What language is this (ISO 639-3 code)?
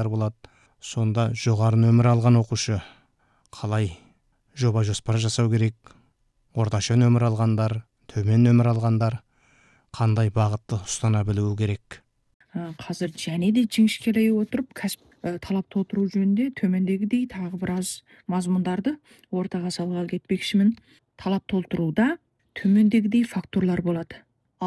kaz